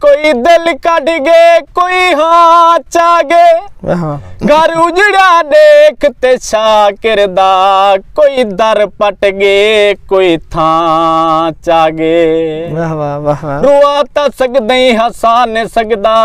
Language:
Saraiki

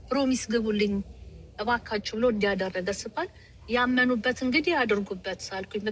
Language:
Amharic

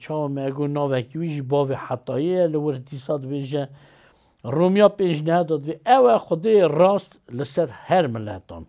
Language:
Kurdish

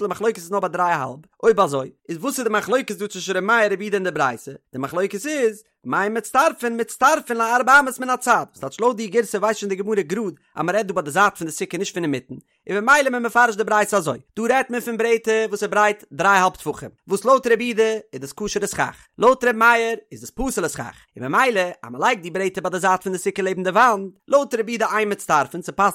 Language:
Yiddish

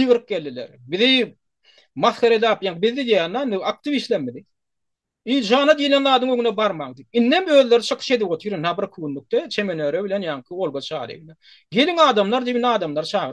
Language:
Turkmen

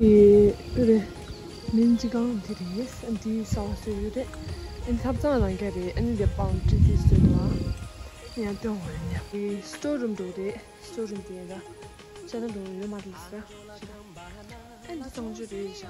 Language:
Tibetan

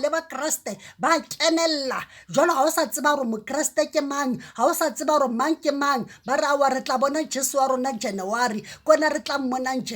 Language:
Southern Sotho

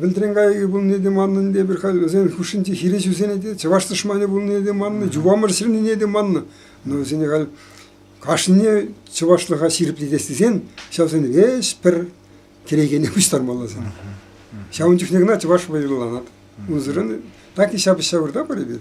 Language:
Chuvash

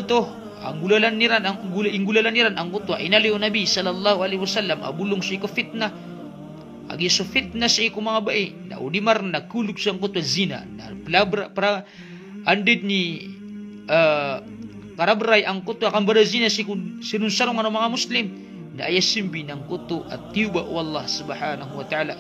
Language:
Maranao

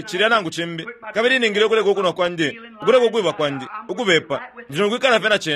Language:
Bemba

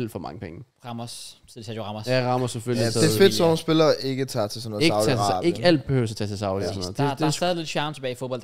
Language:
Danish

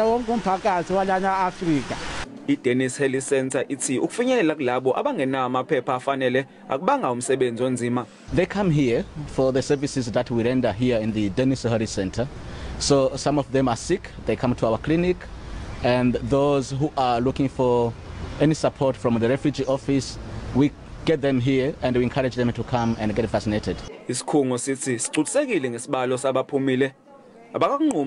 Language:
Zulu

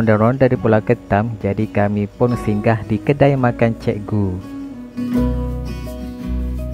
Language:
Malay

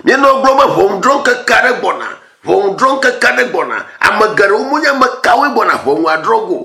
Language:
Ewe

